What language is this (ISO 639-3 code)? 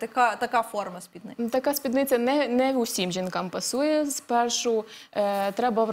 ukr